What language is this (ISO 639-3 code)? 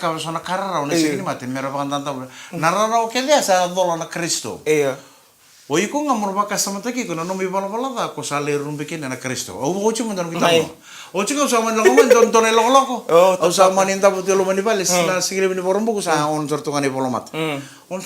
fij